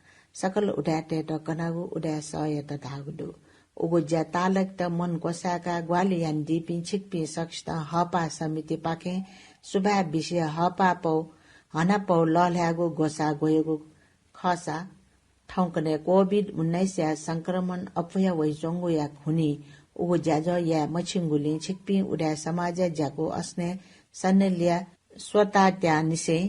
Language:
Newari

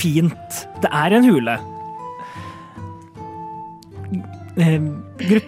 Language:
Norwegian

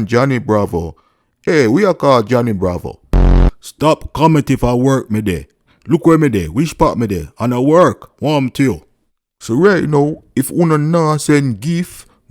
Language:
Jamaican Creole English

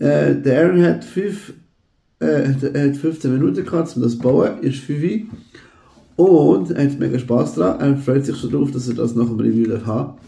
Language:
Swiss German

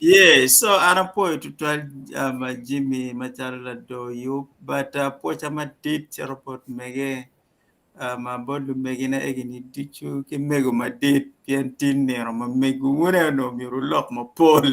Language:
Acoli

